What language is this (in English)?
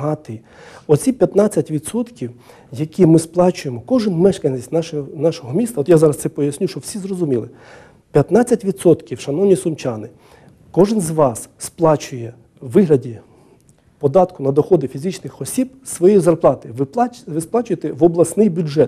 Ukrainian